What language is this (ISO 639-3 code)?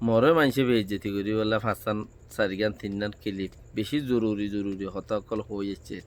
rhg